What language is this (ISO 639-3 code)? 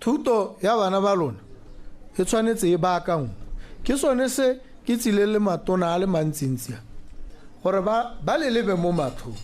tsn